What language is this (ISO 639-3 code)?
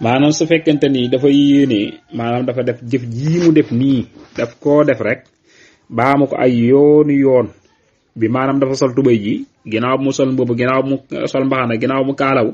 wol